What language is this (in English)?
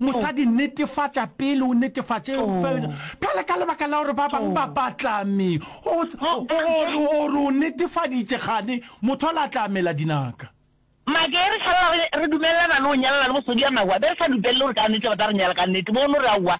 Northern Sotho